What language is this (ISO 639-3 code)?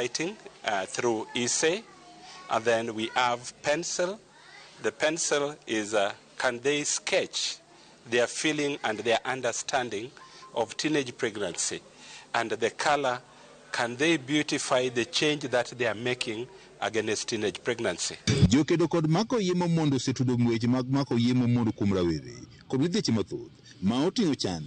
luo